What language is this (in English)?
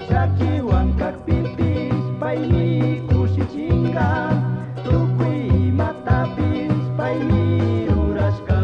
Chimborazo Highland Quichua